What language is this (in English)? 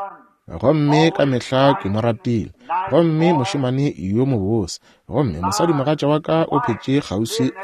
Northern Sotho